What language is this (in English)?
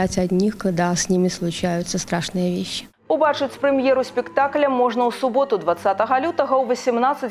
Belarusian